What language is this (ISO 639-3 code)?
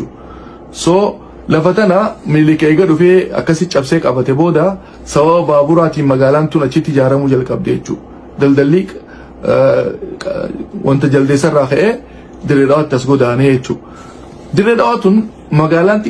orm